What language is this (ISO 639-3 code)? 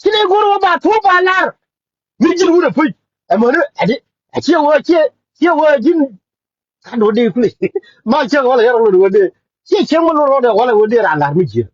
nus